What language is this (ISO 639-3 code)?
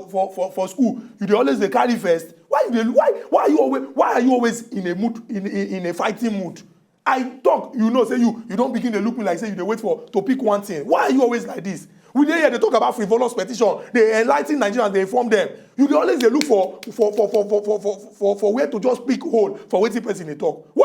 pcm